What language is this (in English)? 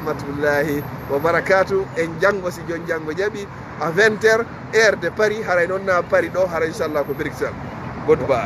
Fula